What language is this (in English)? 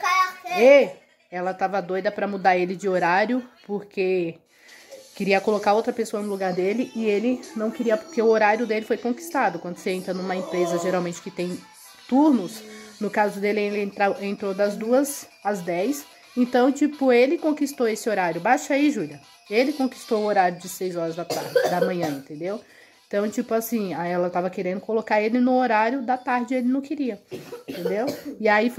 Portuguese